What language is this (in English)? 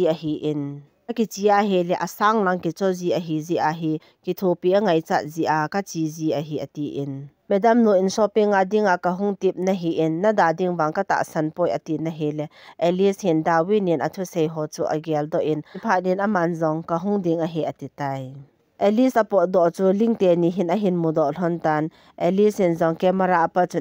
Thado Chin